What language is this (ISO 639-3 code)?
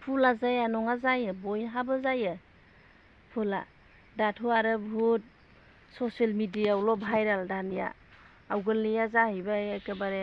brx